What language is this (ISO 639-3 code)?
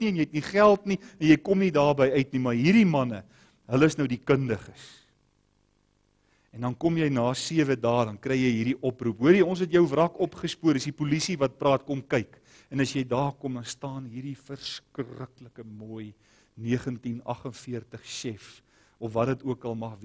afr